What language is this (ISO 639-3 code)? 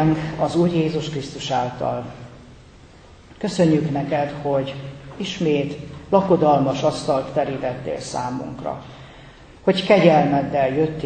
hun